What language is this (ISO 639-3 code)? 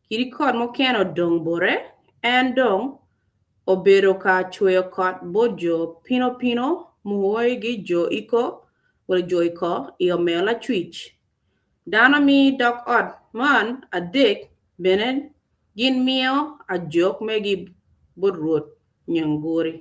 ach